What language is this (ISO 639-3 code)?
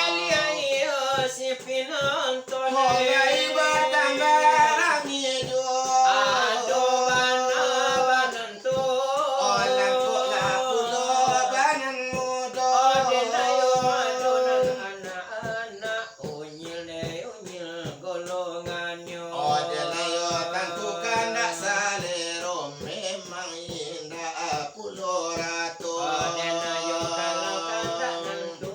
min